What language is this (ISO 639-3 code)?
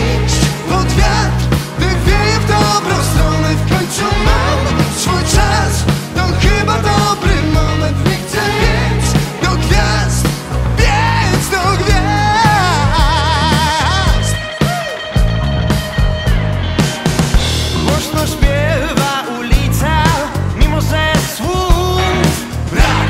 pol